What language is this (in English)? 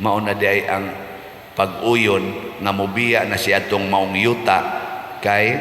Cebuano